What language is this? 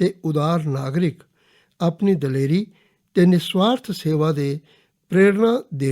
Dogri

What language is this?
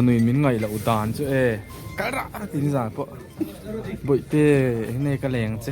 Mizo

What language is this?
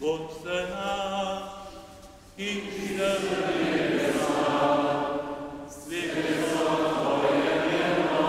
Upper Sorbian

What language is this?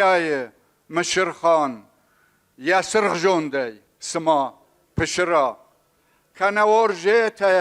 Ossetic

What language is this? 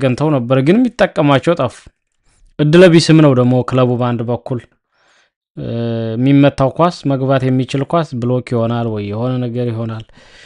Amharic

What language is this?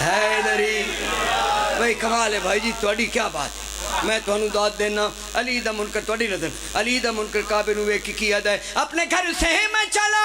Pahari-Potwari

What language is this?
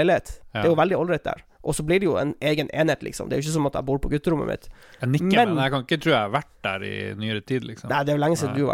Norwegian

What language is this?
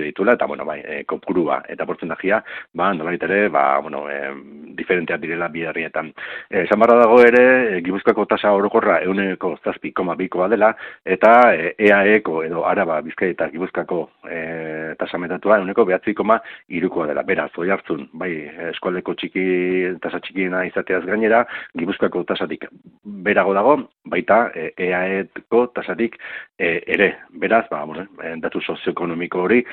Basque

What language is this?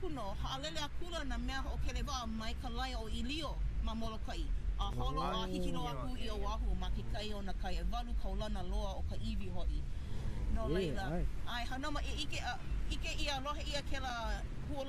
Hawaiian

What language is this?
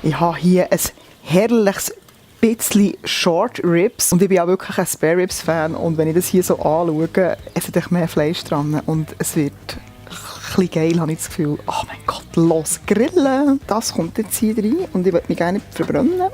Swiss German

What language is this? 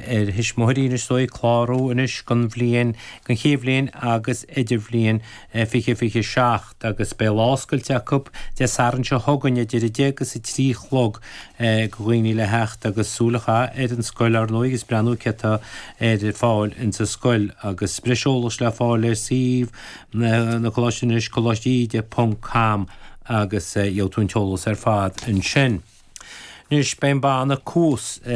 Irish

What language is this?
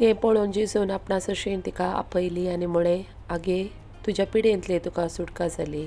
Konkani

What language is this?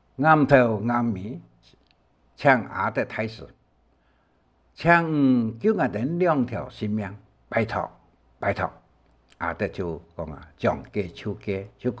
Hakka Chinese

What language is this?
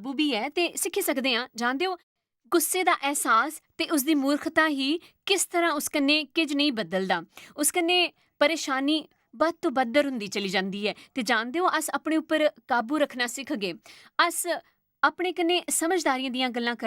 Dogri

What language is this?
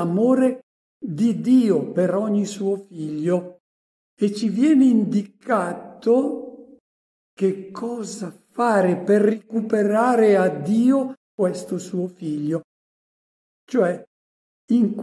Italian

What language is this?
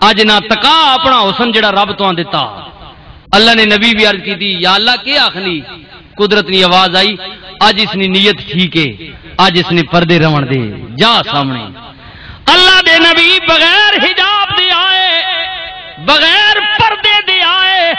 Western Panjabi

